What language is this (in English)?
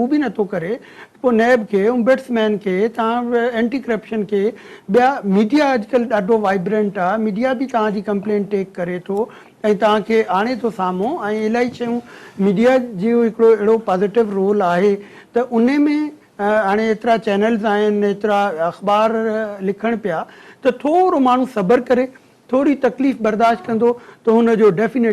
Sindhi